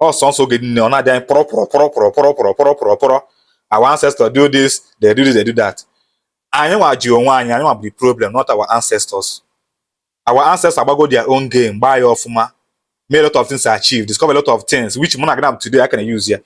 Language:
Igbo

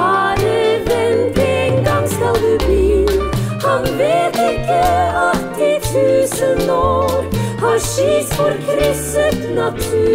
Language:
Norwegian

